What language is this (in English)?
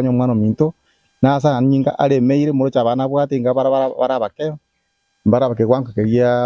Gusii